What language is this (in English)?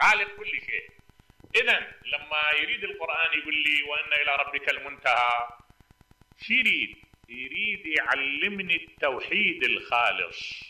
Mesopotamian Arabic